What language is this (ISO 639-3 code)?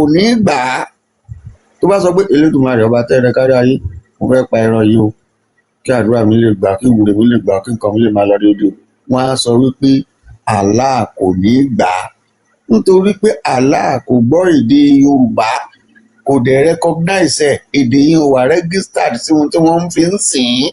yor